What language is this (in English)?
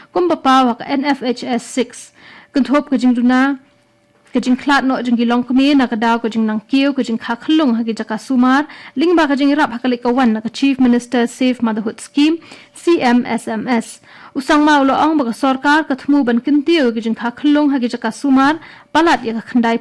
Khasi